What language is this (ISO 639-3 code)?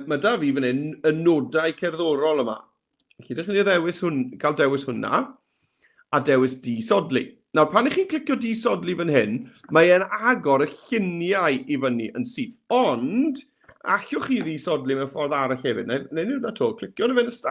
cym